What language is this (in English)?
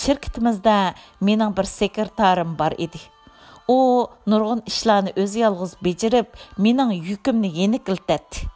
Uyghur